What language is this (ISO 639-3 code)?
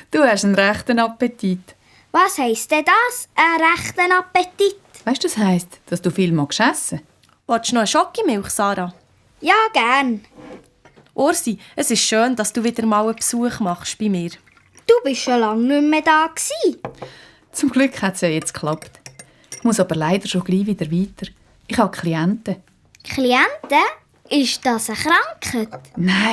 gsw